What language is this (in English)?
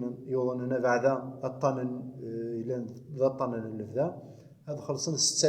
Kabyle